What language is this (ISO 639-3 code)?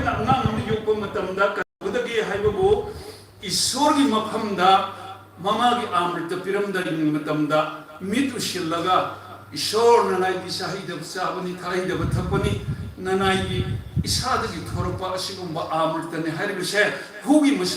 mni